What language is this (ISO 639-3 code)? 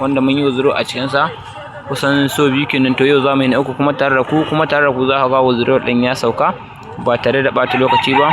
hau